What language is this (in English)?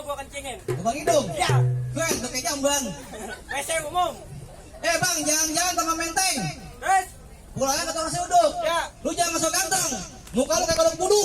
Betawi